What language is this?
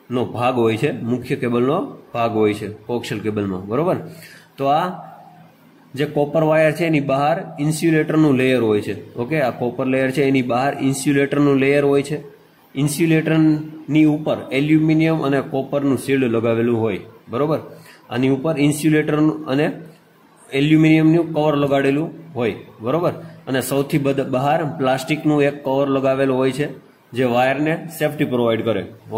Gujarati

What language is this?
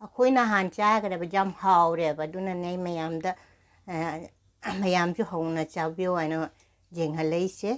Manipuri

